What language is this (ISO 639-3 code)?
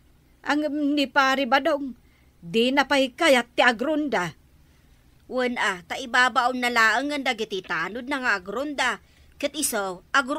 ilo